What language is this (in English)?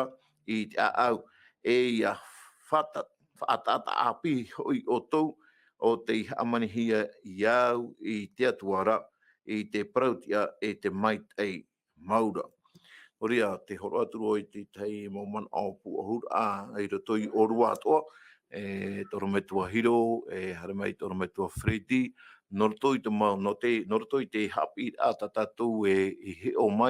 Tahitian